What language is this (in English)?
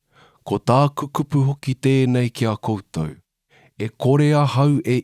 Māori